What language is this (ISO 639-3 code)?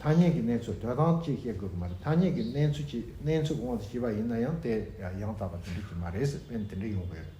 bod